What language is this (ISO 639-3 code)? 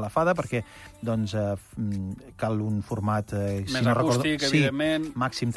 cat